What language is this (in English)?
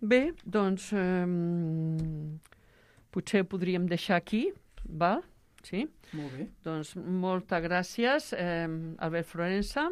Catalan